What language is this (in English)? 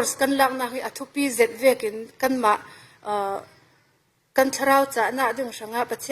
Falam Chin